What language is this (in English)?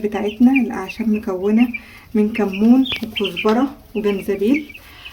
Egyptian Arabic